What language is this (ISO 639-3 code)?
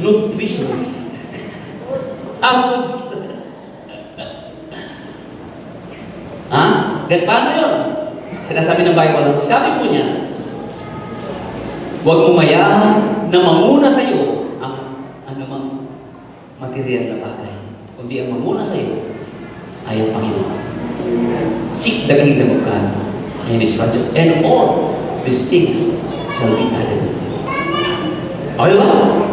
fil